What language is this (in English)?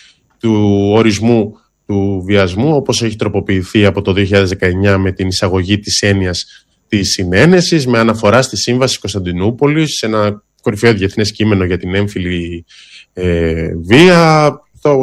Greek